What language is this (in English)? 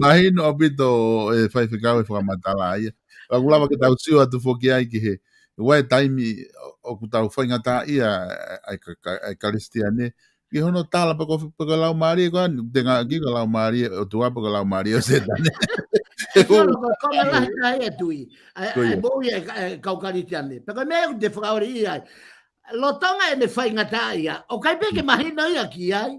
Tongan